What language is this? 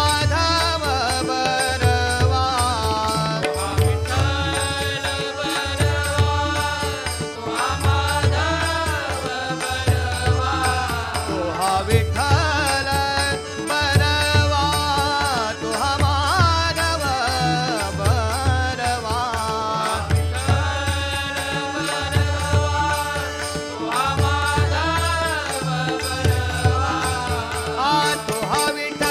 Marathi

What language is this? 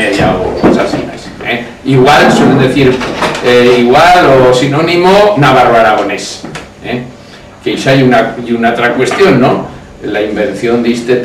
Aragonese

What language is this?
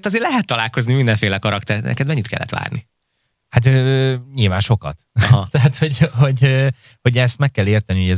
Hungarian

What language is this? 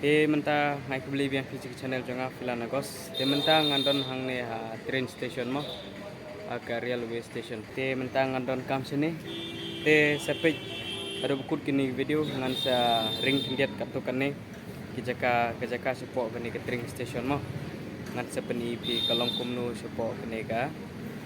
Khasi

